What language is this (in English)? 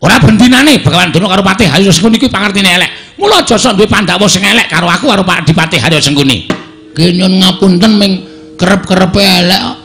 Javanese